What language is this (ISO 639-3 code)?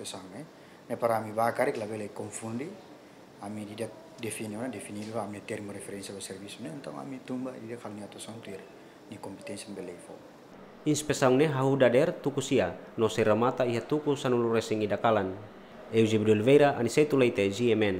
tet